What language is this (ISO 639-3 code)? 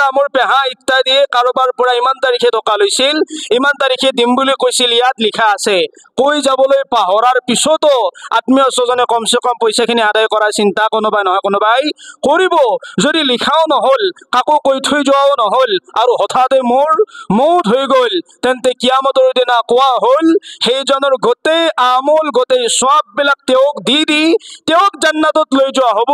asm